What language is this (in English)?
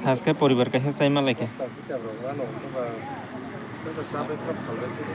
Kok Borok